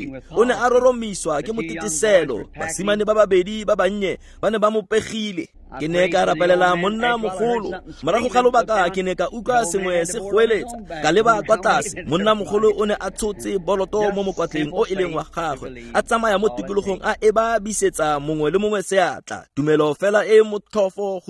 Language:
Tswana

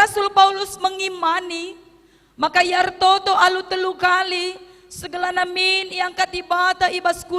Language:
Batak Karo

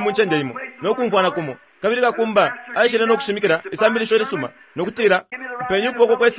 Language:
Bemba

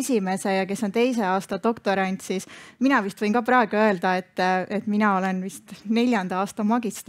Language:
Estonian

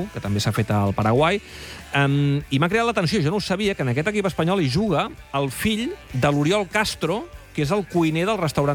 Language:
Catalan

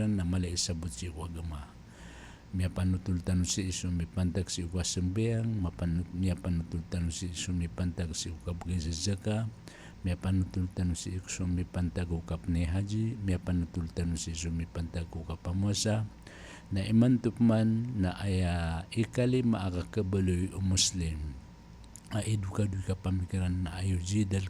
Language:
Maranao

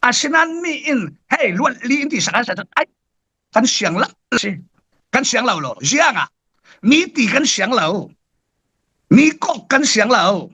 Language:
Falam Chin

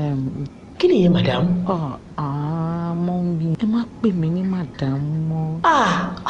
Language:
Yoruba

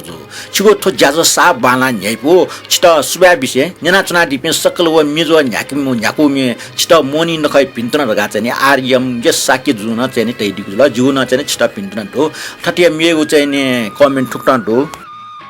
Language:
Newari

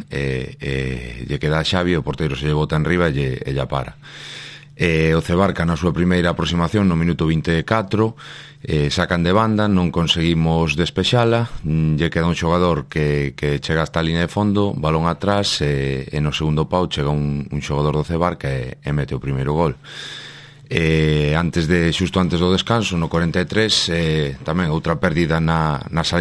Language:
Galician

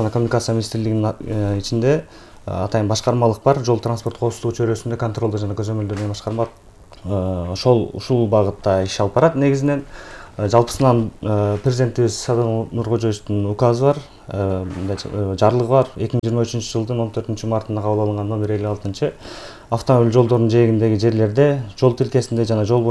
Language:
Kyrgyz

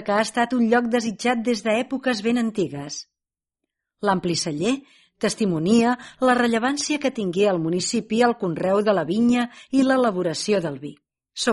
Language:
Catalan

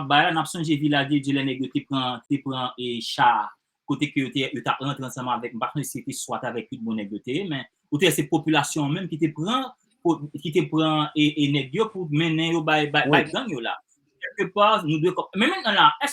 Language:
Haitian Creole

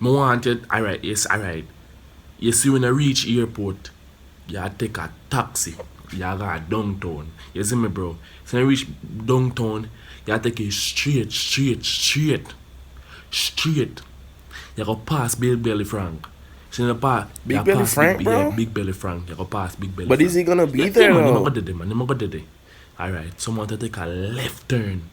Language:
Jamaican Creole English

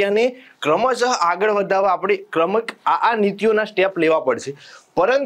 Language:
Gujarati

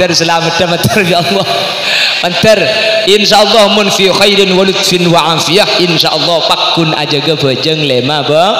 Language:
Madurese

